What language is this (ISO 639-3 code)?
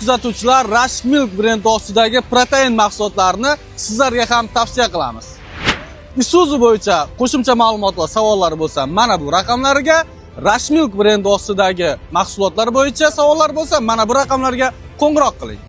uzb